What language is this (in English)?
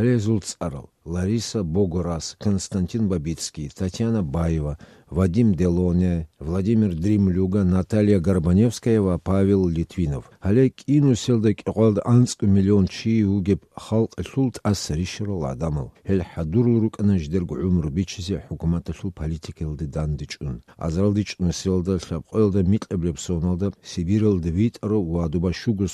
Avaric